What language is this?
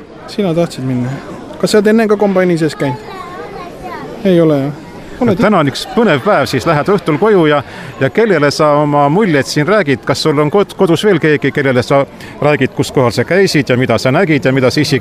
Estonian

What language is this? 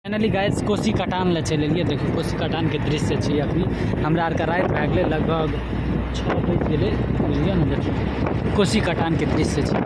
Maithili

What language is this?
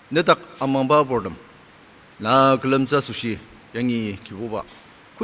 Ao Naga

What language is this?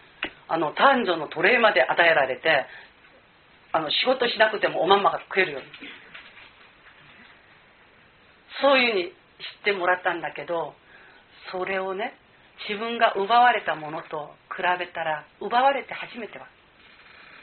Japanese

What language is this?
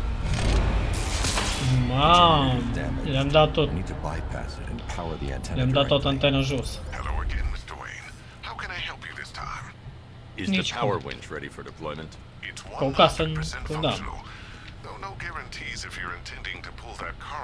Romanian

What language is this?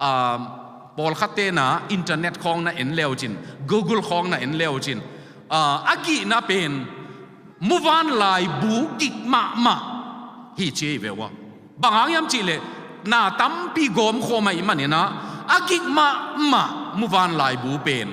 Tedim Chin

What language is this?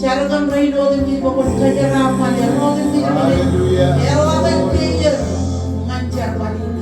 Marshallese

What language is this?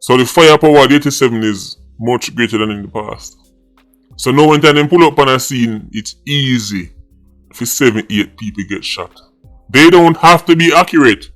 Jamaican Creole English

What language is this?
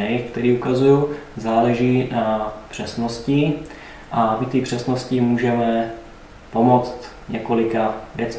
Czech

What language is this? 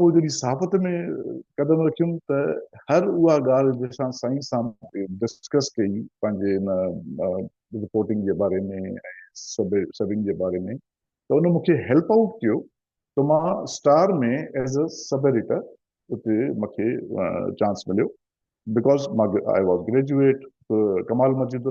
Sindhi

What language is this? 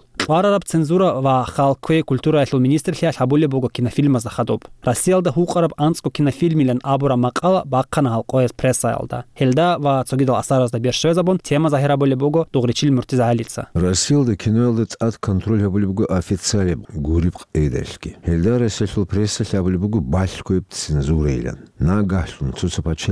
Avaric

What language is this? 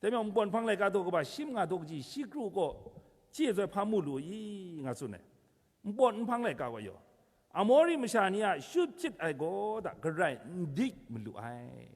Kachin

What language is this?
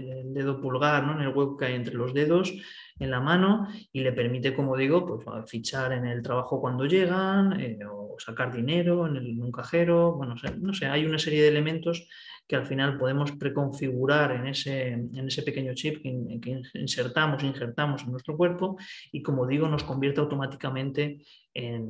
Spanish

